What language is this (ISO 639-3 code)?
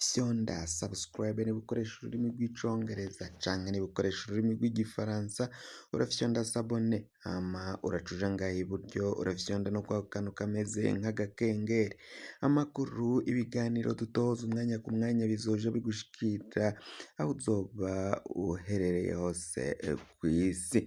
run